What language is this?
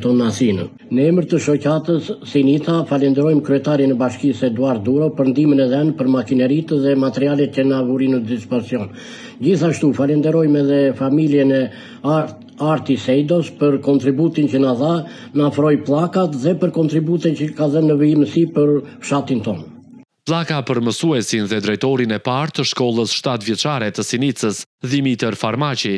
Albanian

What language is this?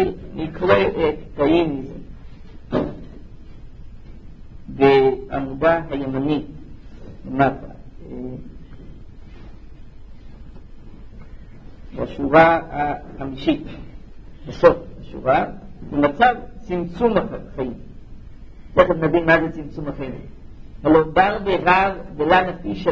Hebrew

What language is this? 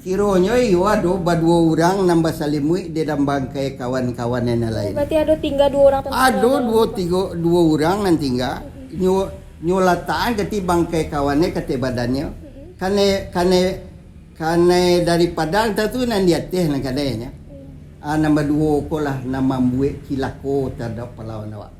Minangkabau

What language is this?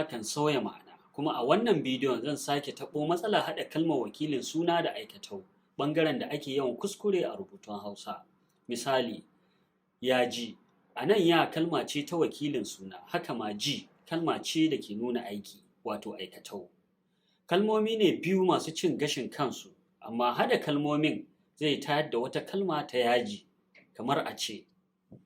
Hausa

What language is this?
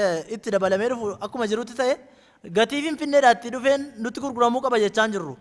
Oromo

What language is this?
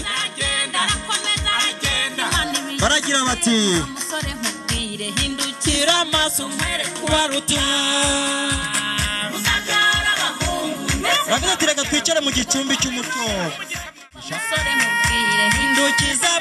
Kinyarwanda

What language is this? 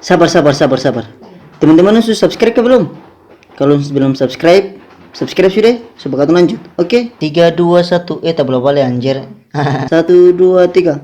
Ambonese Malay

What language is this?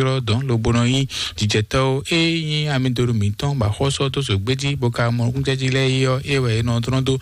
Fon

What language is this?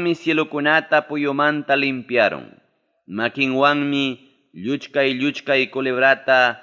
Ayacucho Quechua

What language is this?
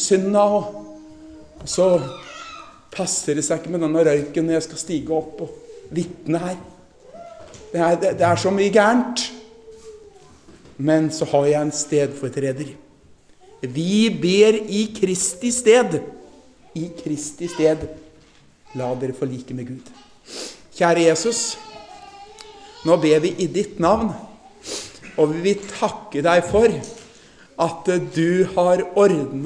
Norwegian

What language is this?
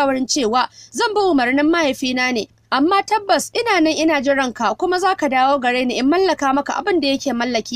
Hausa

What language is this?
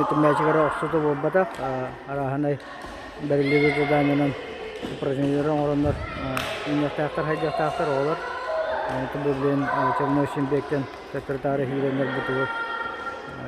Yakut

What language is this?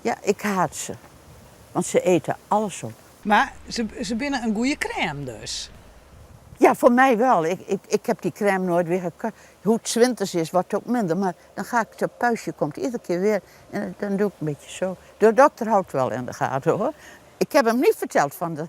Western Frisian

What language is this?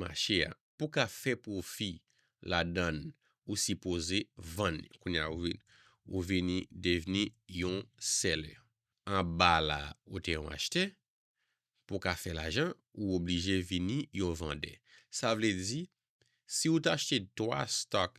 Haitian Creole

